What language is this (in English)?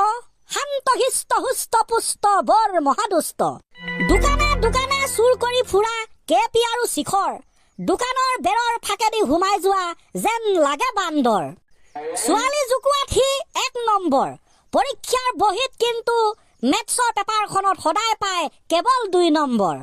Assamese